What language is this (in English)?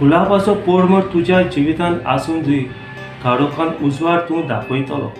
Konkani